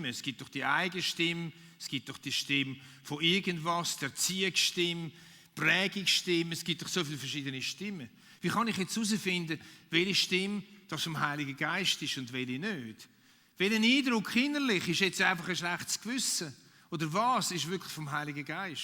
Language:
Swiss German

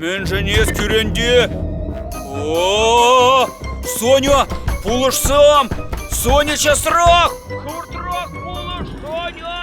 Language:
Chuvash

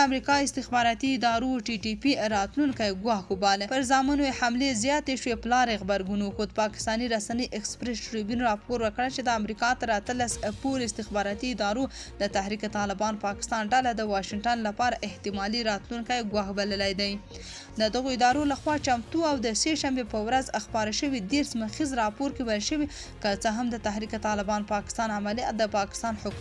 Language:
Pashto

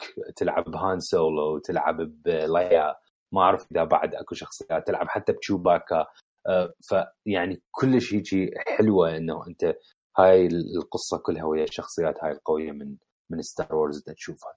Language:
Mesopotamian Arabic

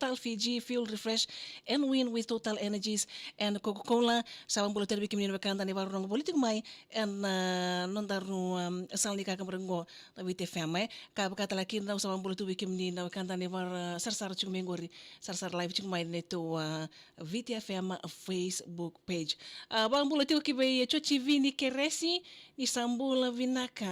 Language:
Fijian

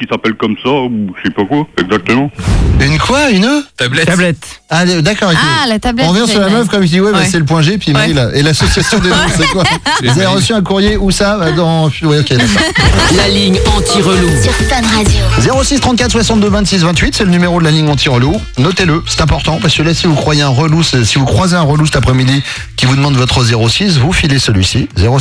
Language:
French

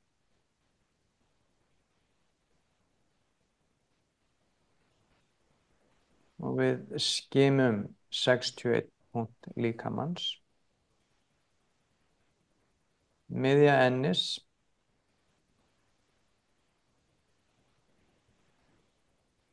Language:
Icelandic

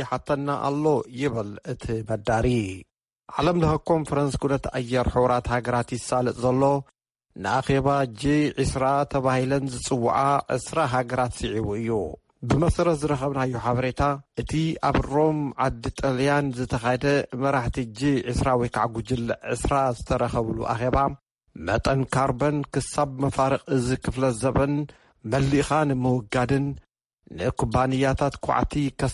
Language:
Tigrinya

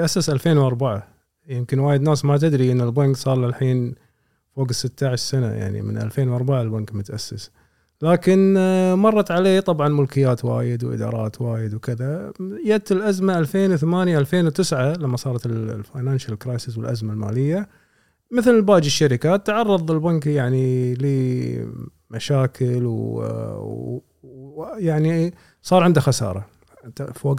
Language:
Gulf Arabic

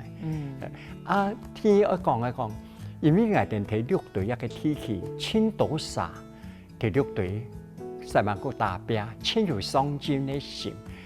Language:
Hakka Chinese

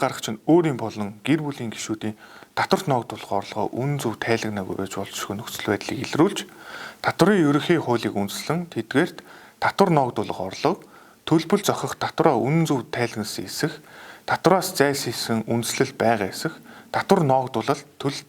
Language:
Mongolian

